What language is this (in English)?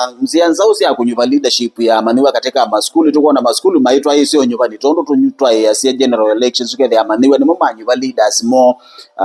Kamba